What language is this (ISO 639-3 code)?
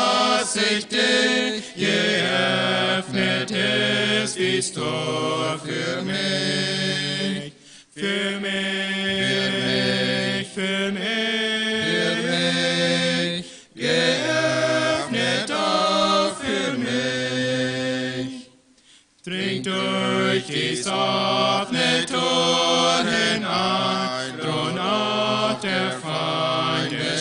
pdt